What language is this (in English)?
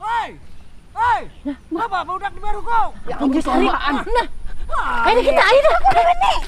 Banjar